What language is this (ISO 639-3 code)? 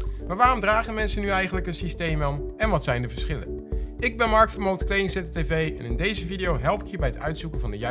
nld